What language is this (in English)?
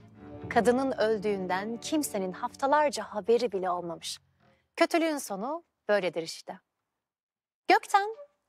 Turkish